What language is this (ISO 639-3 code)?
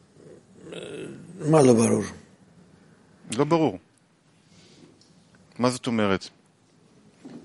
heb